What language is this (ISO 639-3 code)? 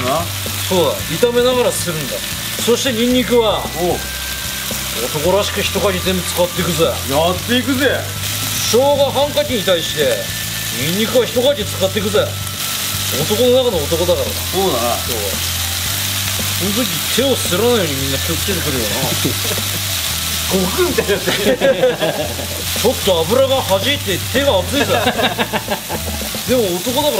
jpn